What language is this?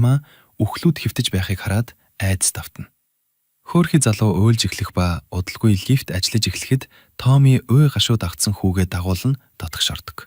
Mongolian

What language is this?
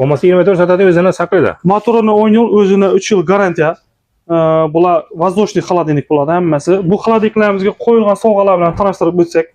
Uzbek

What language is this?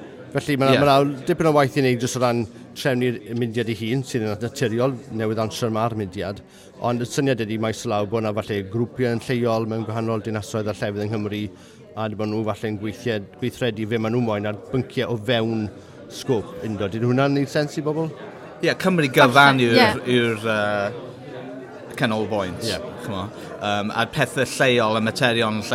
Welsh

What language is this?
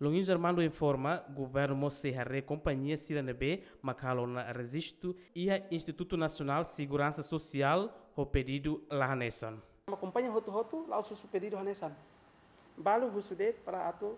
Tetum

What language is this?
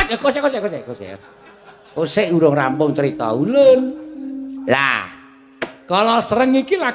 Javanese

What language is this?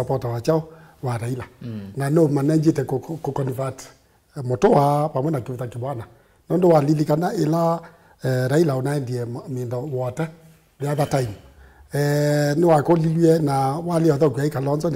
Kamba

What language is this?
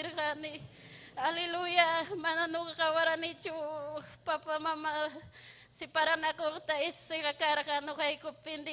Ayacucho Quechua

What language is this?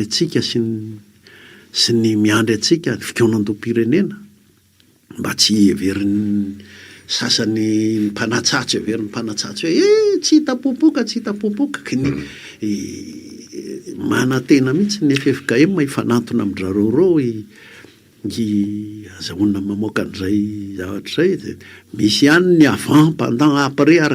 Malagasy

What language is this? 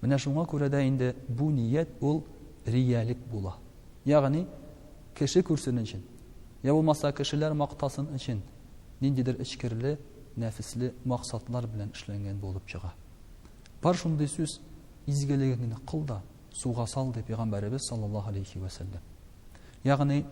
Tatar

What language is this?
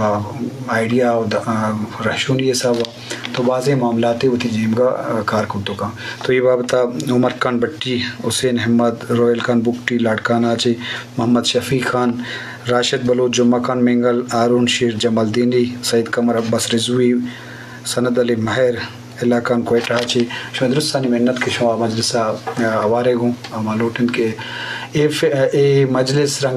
Eastern Balochi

